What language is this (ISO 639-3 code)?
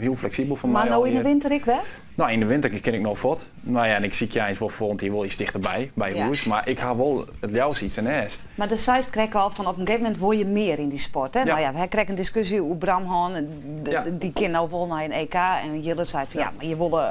fry